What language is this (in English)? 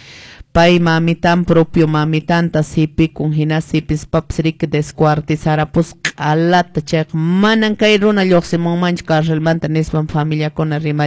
Quechua